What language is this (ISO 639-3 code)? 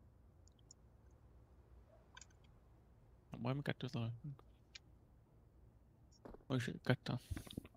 hun